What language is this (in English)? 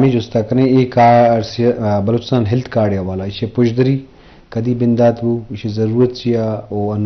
Eastern Balochi